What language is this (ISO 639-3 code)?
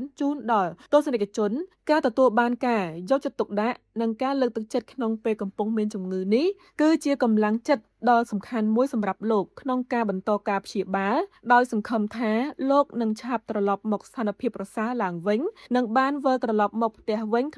khm